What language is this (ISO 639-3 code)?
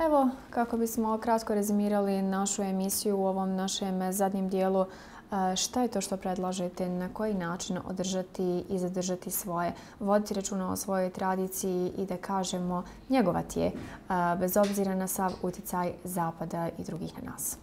bos